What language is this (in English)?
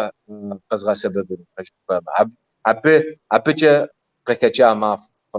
Kabardian